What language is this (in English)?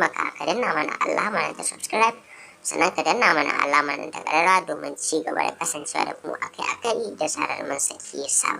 Hausa